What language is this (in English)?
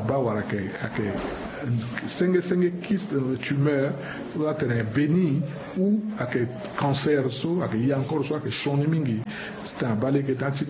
Sango